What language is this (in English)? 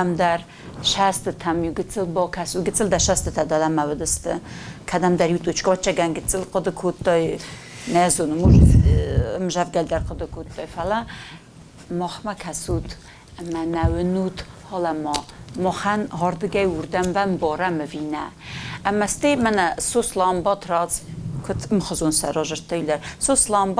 Ossetic